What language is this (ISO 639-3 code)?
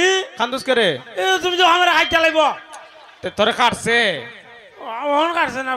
syl